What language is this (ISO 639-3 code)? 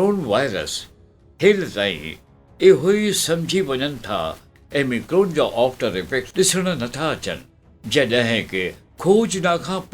snd